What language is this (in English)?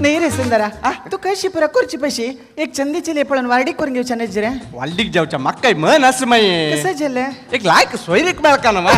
Konkani